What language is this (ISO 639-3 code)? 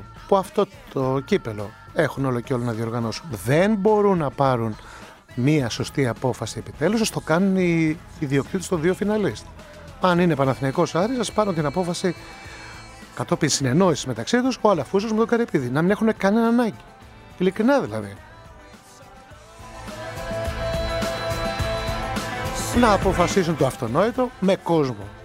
ell